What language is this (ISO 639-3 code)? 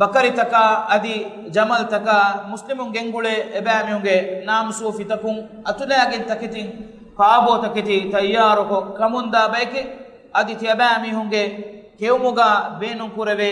div